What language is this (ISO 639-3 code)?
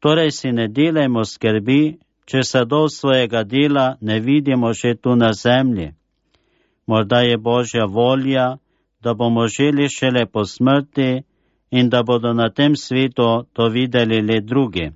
slv